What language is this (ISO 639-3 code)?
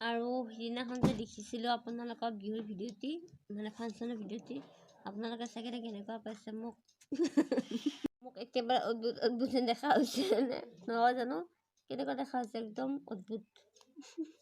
asm